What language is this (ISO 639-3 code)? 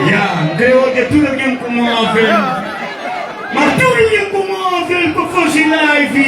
kea